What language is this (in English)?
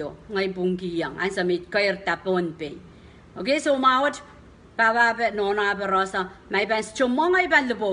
Pohnpeian